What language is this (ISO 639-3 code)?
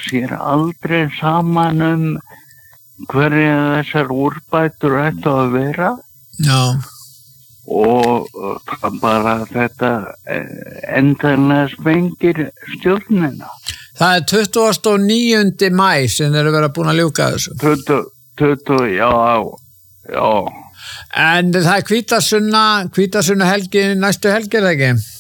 isl